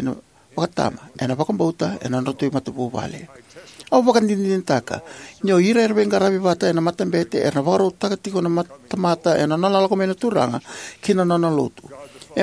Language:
Fijian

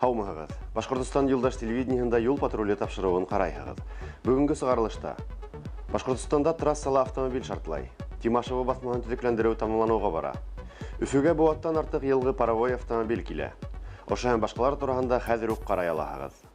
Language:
Bashkir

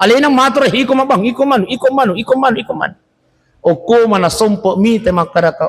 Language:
Buginese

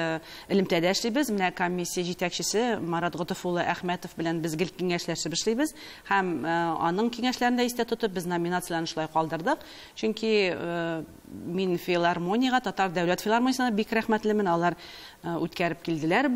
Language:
Tatar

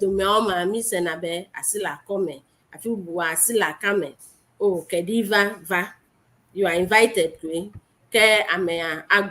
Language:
Ewe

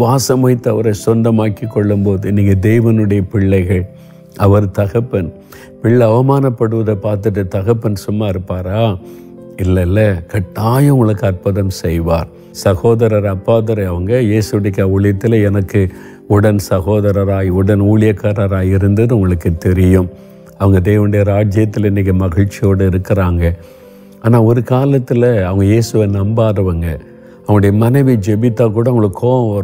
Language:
Tamil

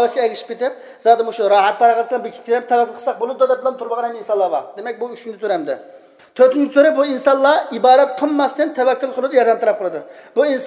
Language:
Uyghur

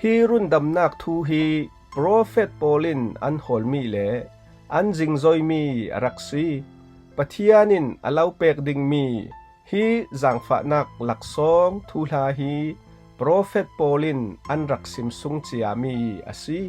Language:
Falam Chin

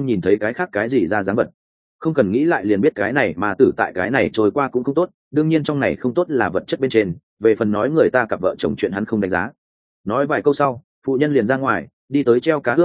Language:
Vietnamese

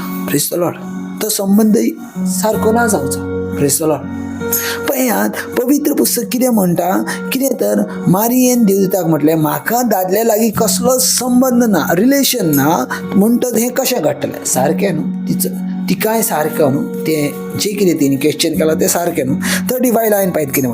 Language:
Konkani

